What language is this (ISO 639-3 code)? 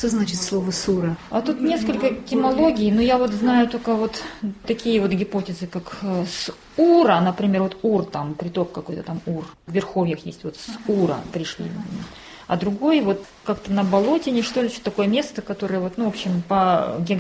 rus